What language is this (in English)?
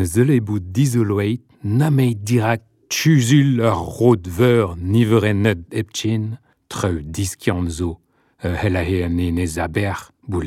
Breton